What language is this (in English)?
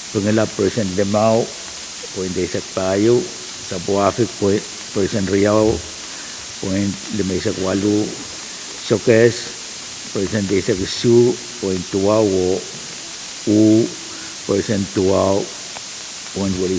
Pohnpeian